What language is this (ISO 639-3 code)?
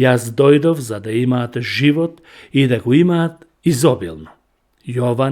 mkd